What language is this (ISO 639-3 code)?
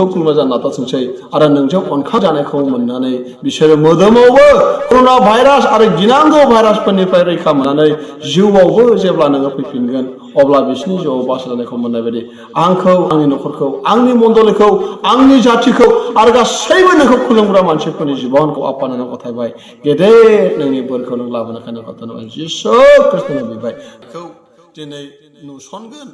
brx